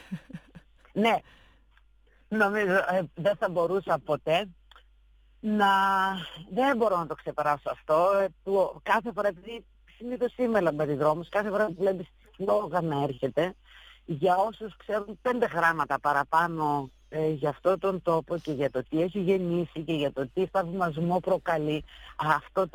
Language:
Greek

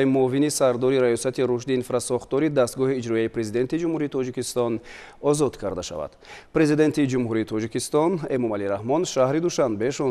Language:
Tajik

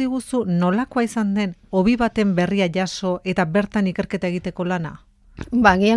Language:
Basque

